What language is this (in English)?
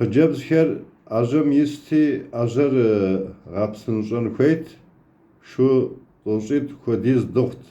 Kabardian